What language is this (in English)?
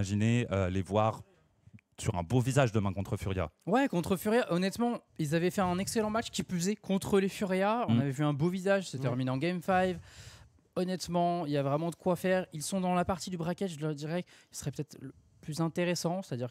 French